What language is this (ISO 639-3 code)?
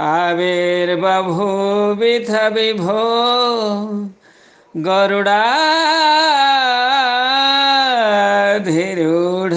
san